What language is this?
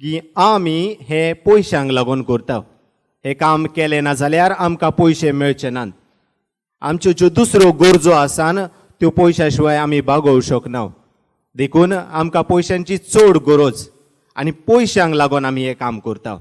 Konkani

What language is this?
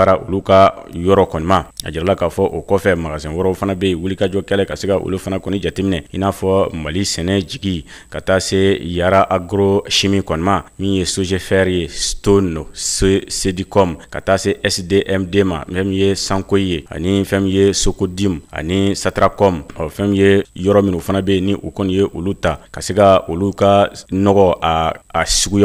Bambara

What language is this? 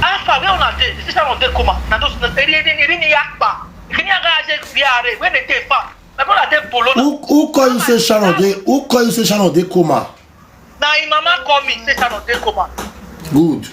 Nigerian Pidgin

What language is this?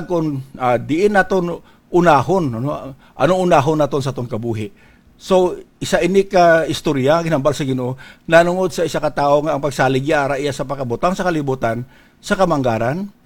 Hiligaynon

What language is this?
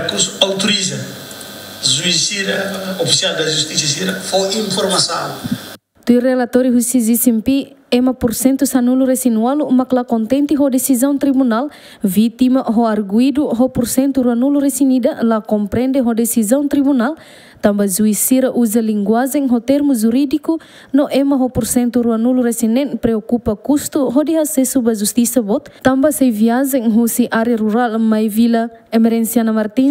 Tetum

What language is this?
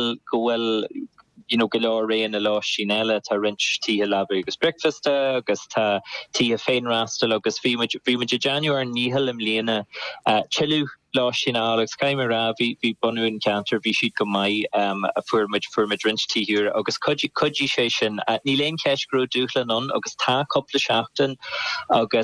Irish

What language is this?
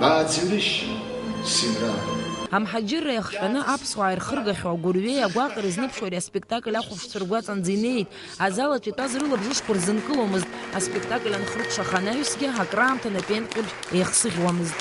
Abkhazian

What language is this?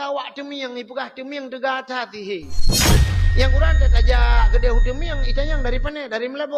Achinese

